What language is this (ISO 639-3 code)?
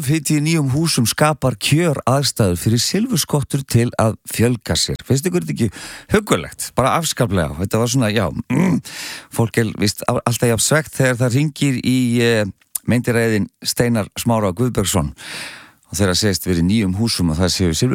isl